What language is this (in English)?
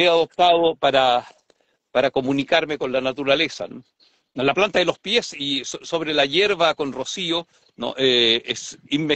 Spanish